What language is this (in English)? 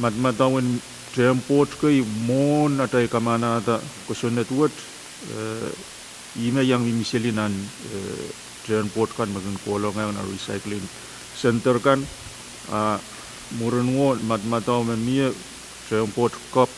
Pohnpeian